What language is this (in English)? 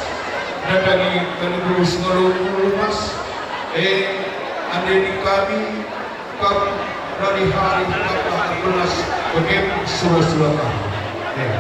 Batak Karo